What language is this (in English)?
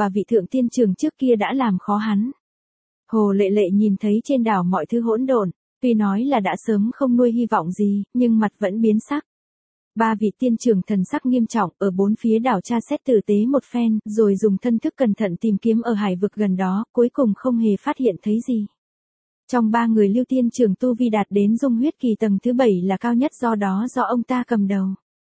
Vietnamese